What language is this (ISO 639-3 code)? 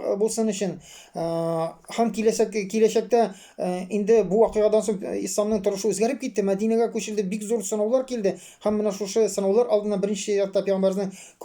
tat